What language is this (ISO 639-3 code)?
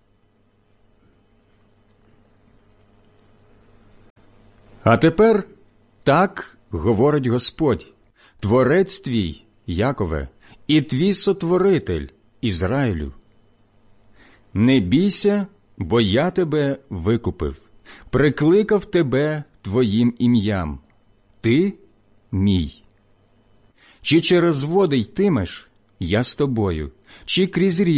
ukr